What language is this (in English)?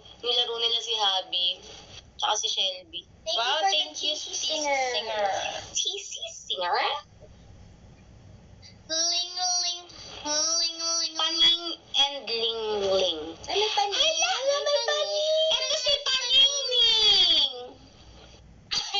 Filipino